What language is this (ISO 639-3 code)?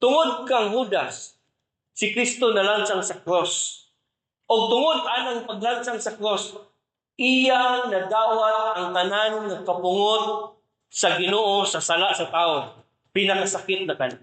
ceb